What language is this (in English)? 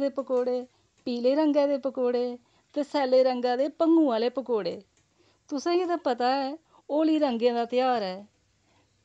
Dogri